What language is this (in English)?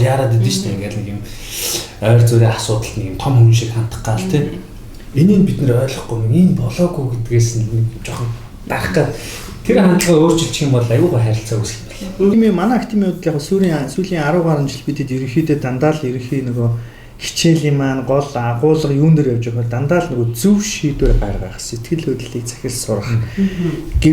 Mongolian